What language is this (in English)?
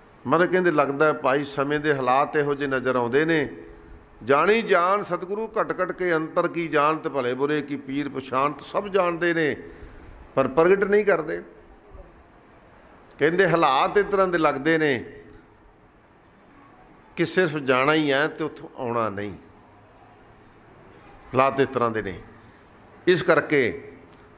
Punjabi